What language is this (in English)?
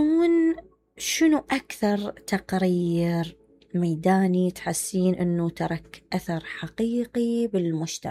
Mesopotamian Arabic